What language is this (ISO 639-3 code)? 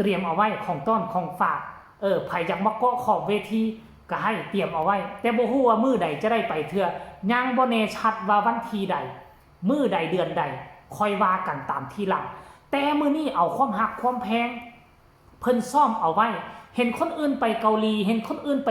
tts